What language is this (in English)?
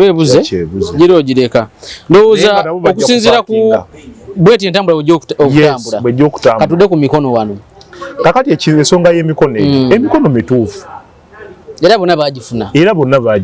Ganda